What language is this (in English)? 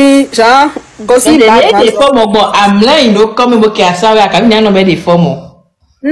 Fon